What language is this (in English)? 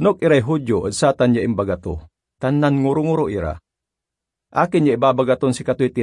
Pangasinan